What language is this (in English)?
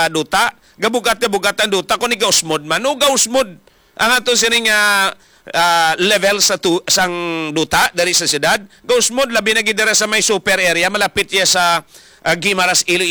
Hiligaynon